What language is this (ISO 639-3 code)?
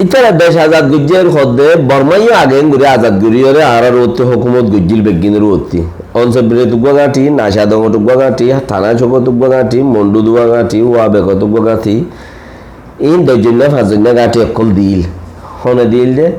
rhg